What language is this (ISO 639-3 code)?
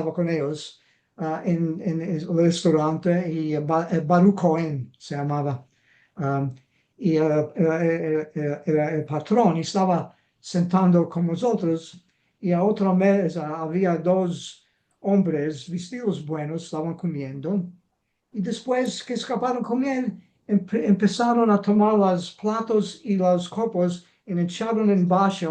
lad